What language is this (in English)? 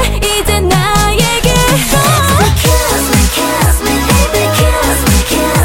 Korean